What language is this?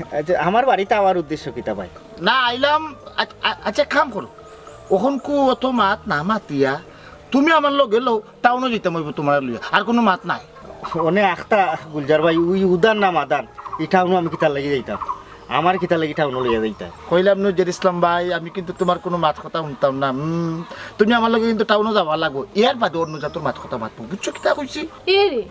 Sylheti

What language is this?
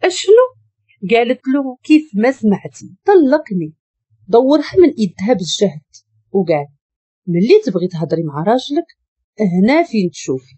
Moroccan Arabic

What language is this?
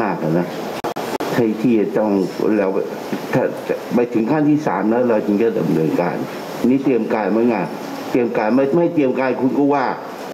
Thai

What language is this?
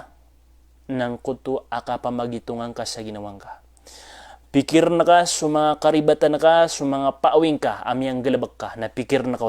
Maranao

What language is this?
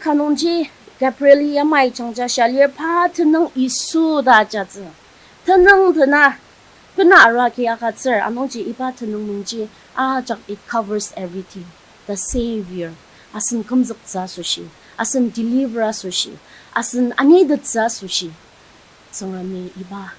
Ao Naga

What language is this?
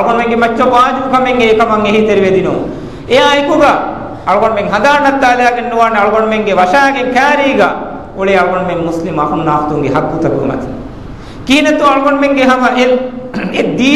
Divehi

